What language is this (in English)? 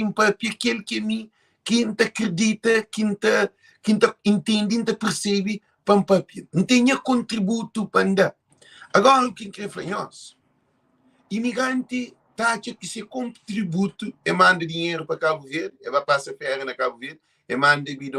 Kabuverdianu